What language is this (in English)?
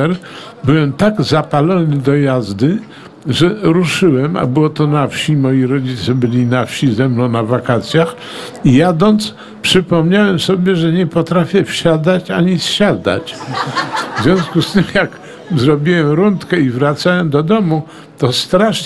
Polish